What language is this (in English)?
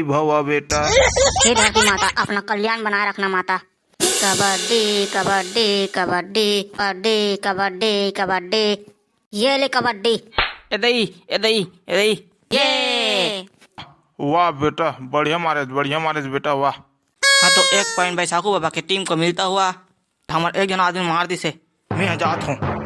Chhattisgarhi